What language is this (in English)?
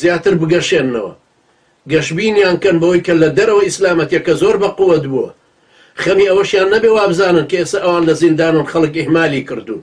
Central Kurdish